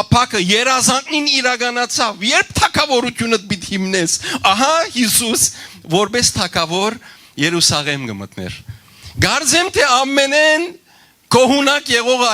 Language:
Western Armenian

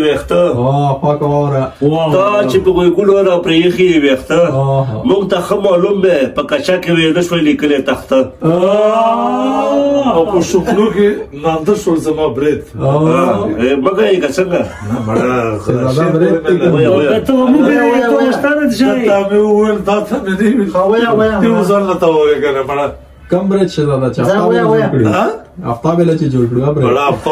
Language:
Pashto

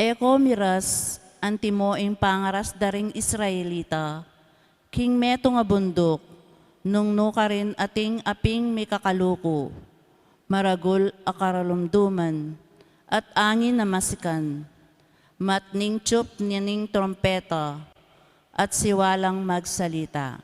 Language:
Pampanga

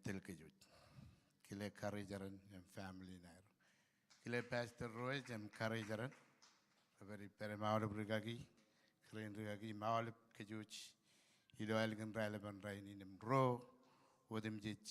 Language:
Marshallese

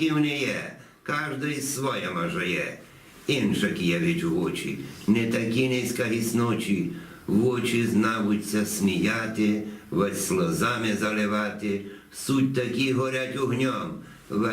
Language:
Rusyn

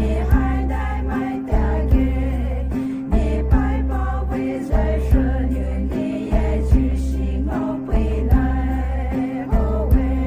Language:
Poumei Naga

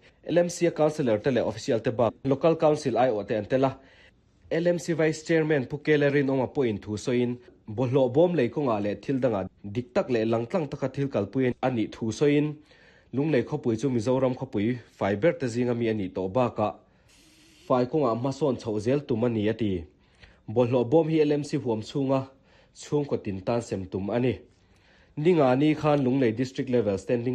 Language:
Mizo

